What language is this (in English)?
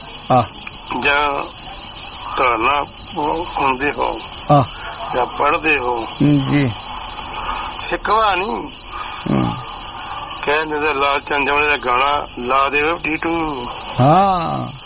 Punjabi